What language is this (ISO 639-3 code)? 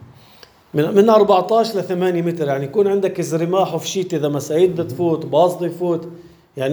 apc